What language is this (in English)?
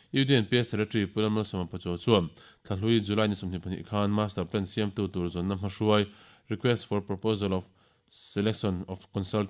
Mizo